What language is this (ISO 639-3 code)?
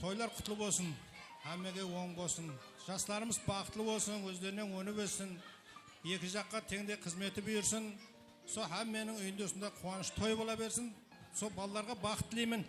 kaa